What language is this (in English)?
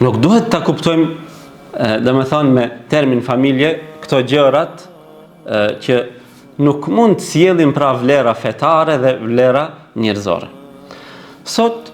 Albanian